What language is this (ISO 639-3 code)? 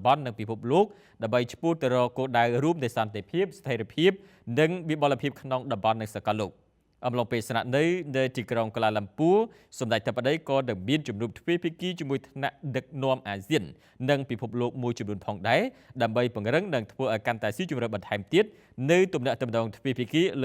khm